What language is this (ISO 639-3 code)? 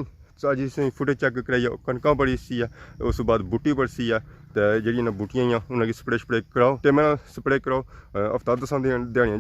phr